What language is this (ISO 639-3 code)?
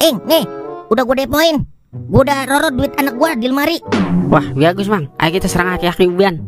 bew